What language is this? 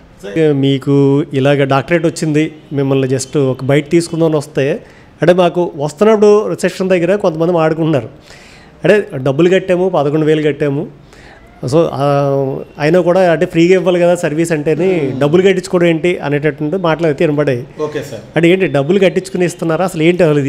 Telugu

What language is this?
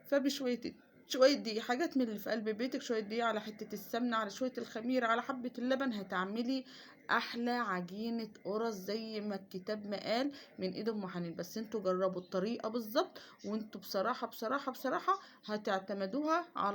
Egyptian Arabic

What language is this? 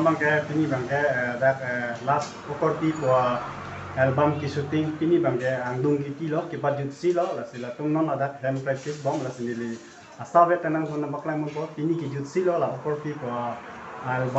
Karbi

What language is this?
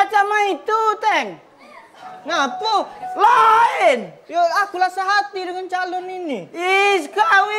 Musi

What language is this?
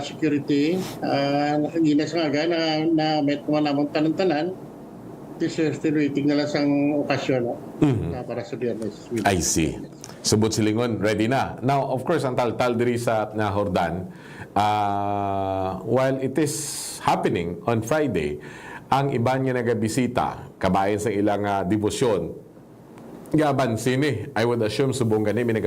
Hiligaynon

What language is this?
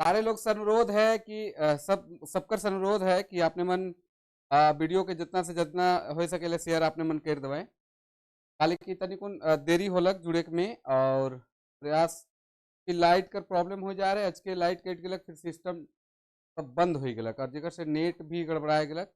Sadri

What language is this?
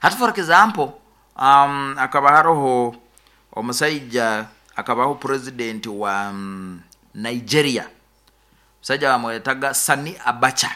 Nyoro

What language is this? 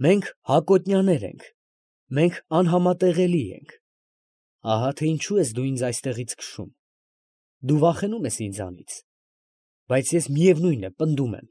Armenian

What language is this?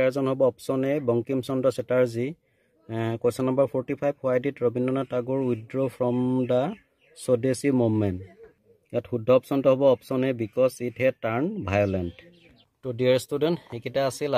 Assamese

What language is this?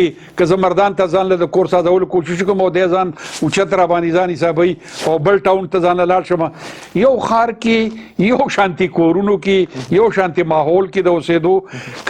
Pashto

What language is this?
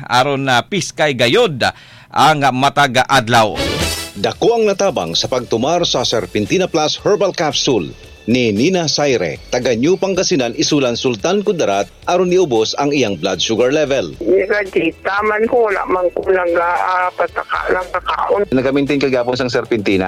Cebuano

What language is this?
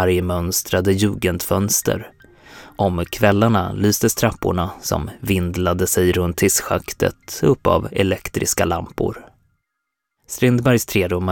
Swedish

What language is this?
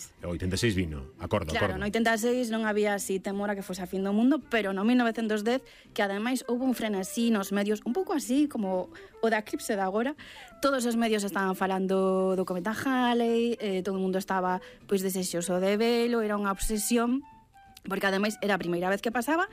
Galician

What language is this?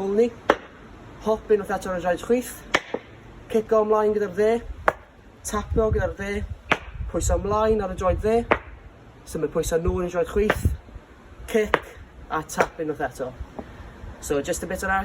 Welsh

